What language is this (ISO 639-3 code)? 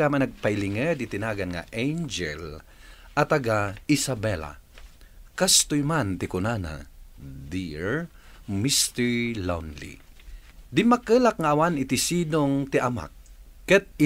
ilo